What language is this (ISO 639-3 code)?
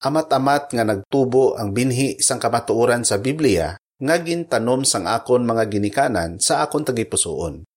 hil